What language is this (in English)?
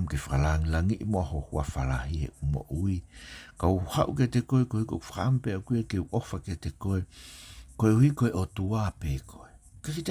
Tongan